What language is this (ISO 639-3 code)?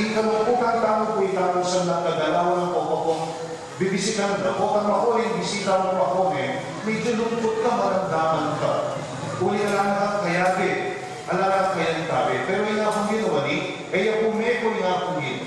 pam